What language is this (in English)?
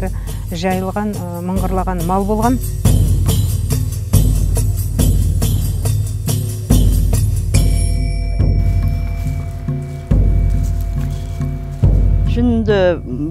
Kazakh